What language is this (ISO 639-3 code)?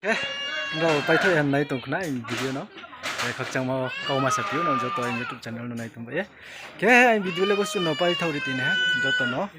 ria